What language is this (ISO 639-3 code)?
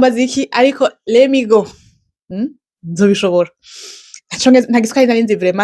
run